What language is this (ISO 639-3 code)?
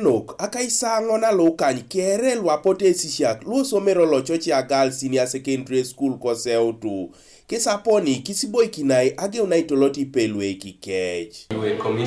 teo